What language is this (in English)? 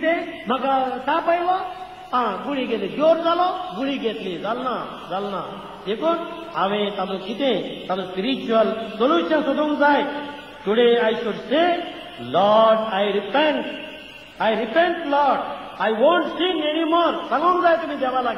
Konkani